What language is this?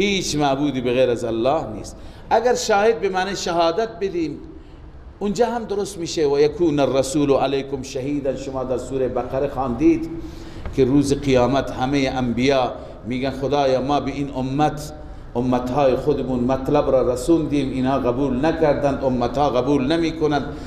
Persian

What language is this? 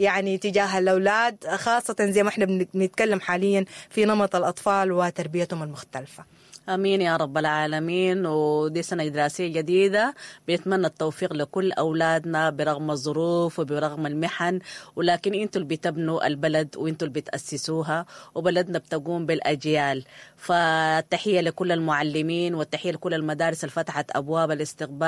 Sudanese Arabic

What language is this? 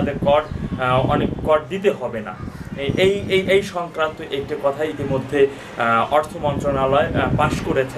Bangla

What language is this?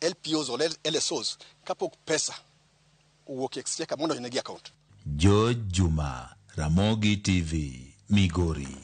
Luo (Kenya and Tanzania)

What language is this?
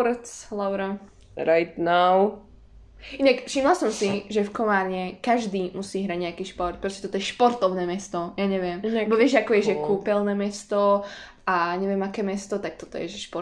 Slovak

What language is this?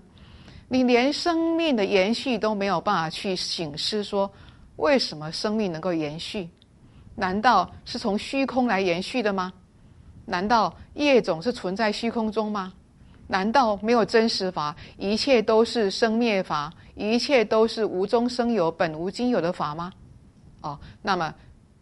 Chinese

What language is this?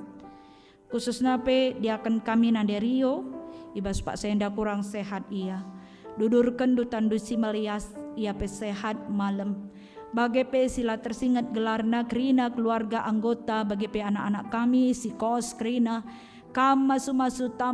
Batak Karo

